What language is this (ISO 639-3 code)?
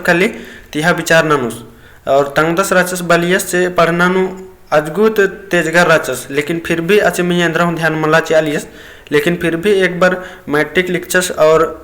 kru